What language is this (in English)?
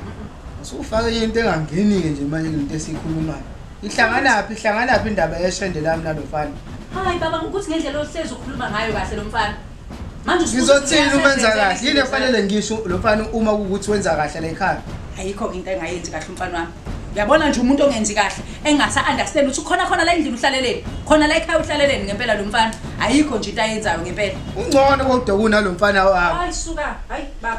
Zulu